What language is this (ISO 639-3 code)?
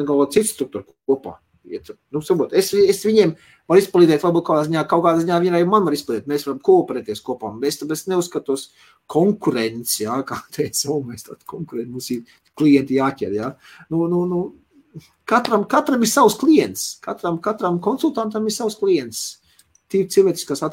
lav